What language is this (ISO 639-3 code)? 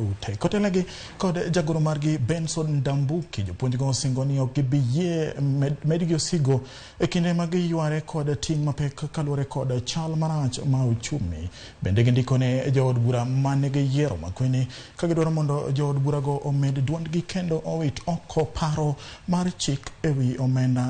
luo